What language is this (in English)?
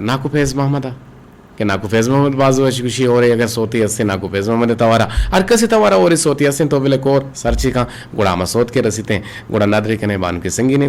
Eastern Balochi